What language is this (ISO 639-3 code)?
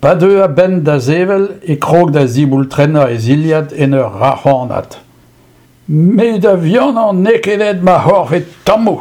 bre